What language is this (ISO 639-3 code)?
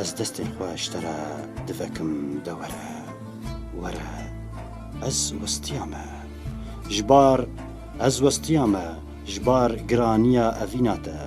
kur